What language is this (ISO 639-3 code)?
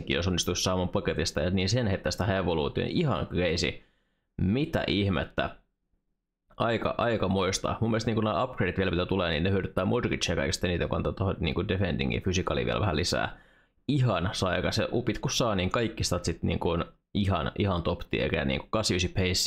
fin